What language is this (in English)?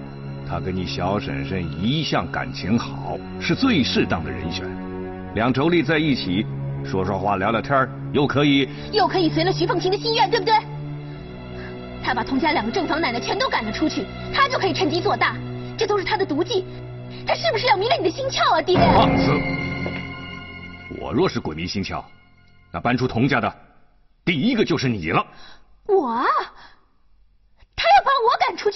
Chinese